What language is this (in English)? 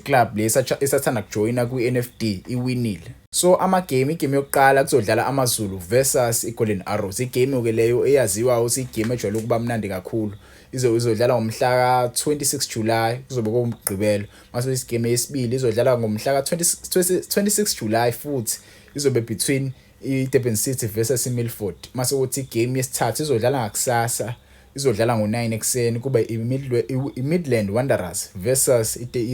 Zulu